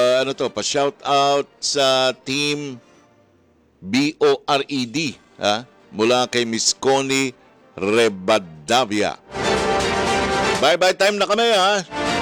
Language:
Filipino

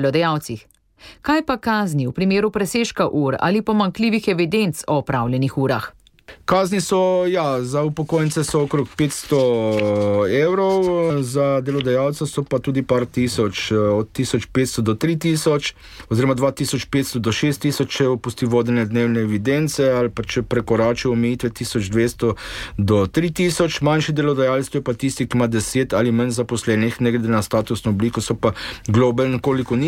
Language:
Slovenian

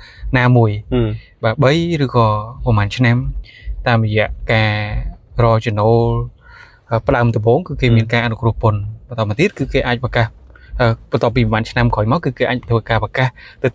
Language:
Khmer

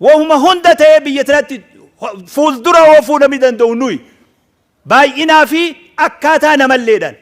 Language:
Oromo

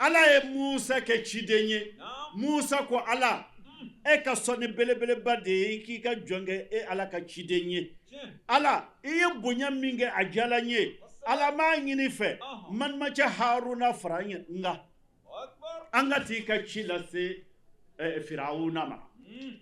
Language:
Bambara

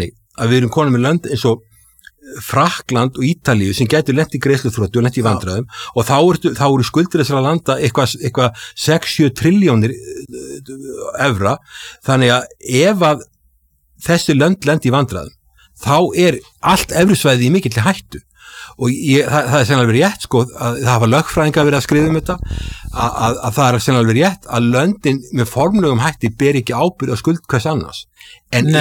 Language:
Icelandic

